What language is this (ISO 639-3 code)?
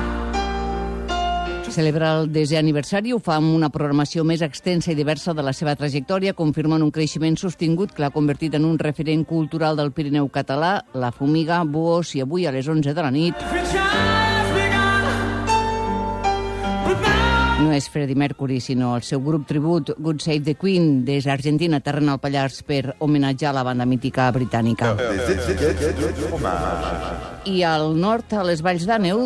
cat